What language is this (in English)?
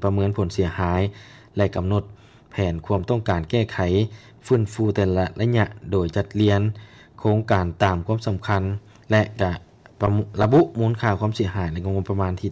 Lao